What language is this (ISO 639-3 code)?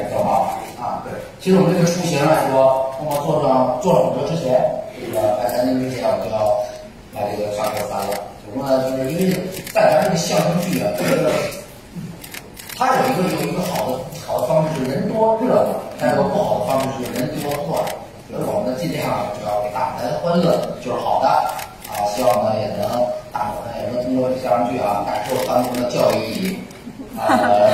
zho